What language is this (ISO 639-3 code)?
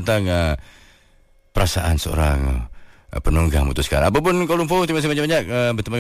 msa